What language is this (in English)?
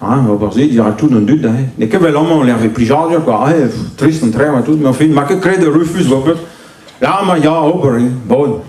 Breton